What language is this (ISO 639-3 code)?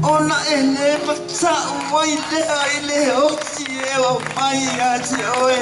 smo